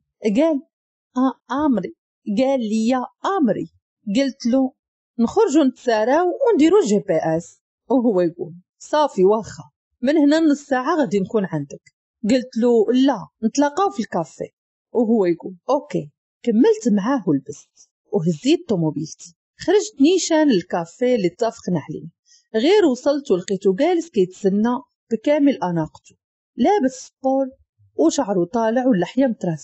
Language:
Moroccan Arabic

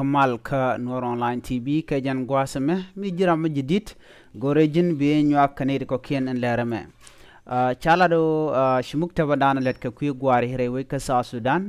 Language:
Nuer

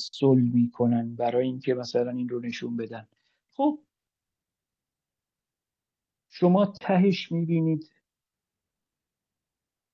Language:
Persian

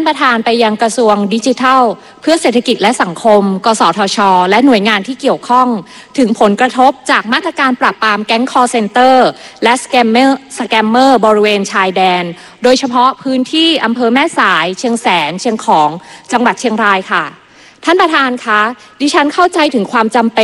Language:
Thai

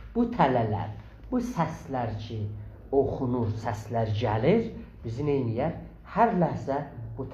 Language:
South Azerbaijani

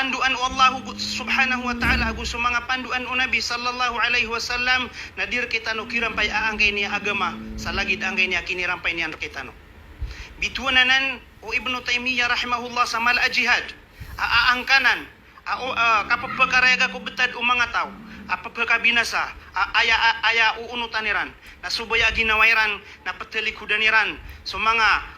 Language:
Maranao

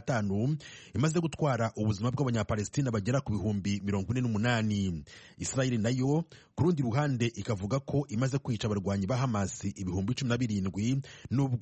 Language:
Kinyarwanda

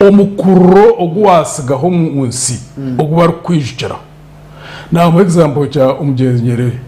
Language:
Nyankole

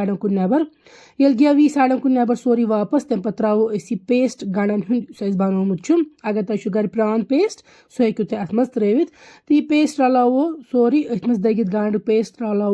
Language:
Kashmiri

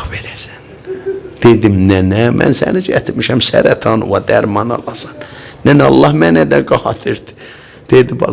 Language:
South Azerbaijani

